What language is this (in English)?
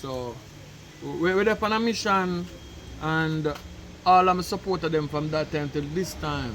Jamaican Creole English